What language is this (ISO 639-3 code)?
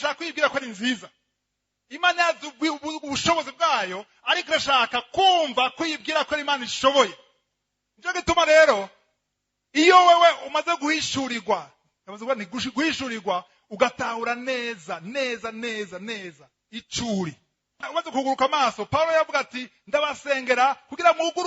run